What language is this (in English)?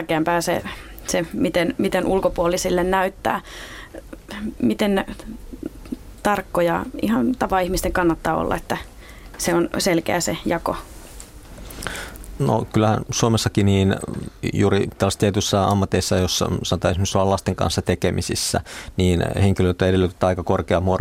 Finnish